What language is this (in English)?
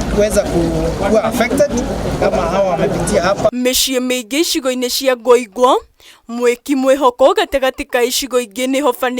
Kikuyu